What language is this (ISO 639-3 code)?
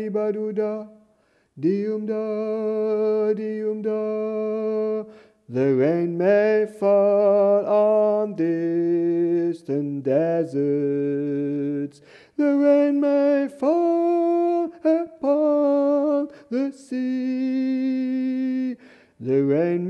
eus